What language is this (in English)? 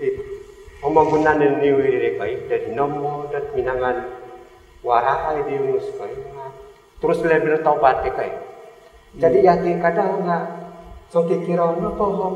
Central Dusun